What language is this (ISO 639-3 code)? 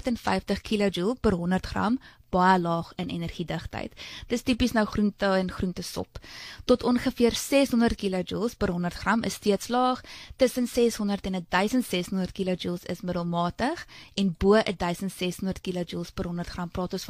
afr